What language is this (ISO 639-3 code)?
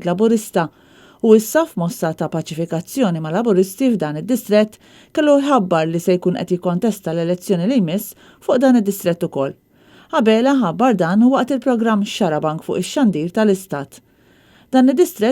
mlt